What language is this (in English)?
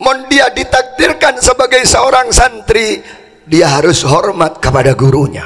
Madurese